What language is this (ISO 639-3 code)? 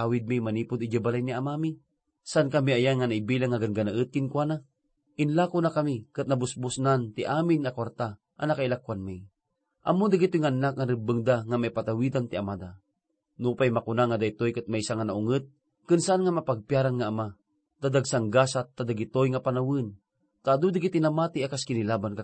ilo